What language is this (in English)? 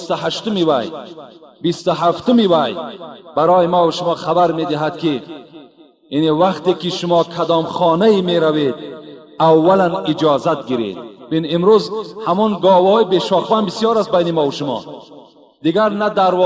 Tajik